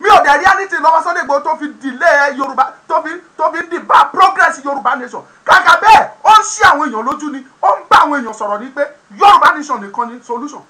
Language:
Yoruba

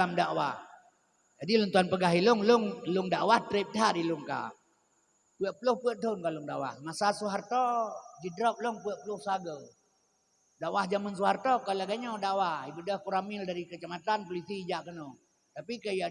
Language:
Achinese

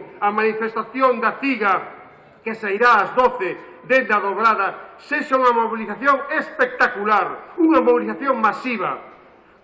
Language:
Galician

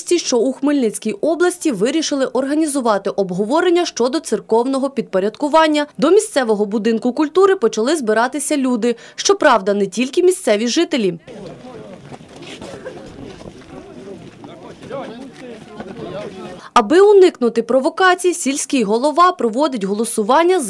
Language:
Ukrainian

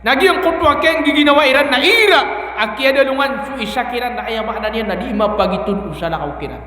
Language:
Maranao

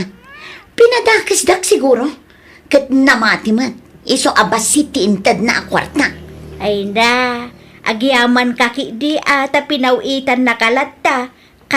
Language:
Iloko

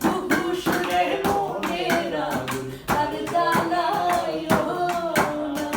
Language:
Sylheti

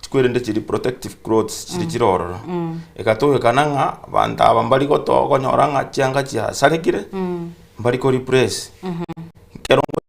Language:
Gusii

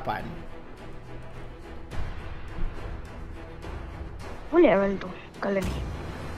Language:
Malay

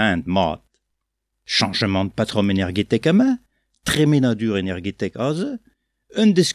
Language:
Breton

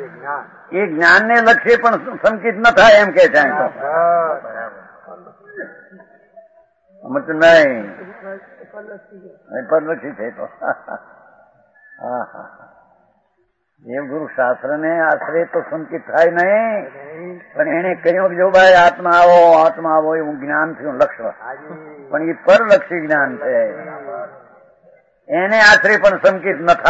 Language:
Gujarati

